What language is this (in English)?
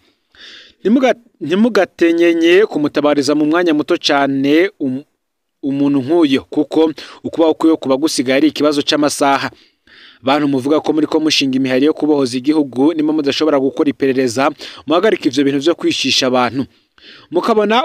Rundi